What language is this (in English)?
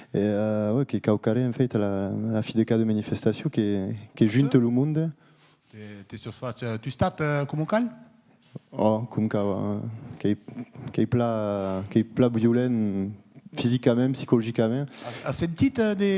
Occitan